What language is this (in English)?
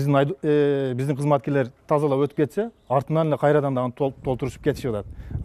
Kyrgyz